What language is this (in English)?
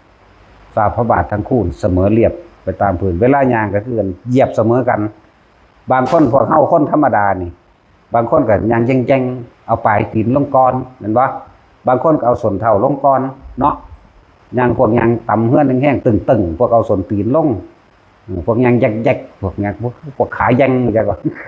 Northeastern Thai